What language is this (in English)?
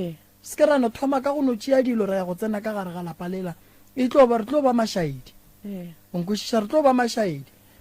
Northern Sotho